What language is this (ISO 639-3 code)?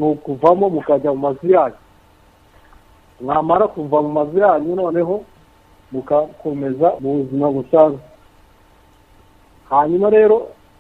kin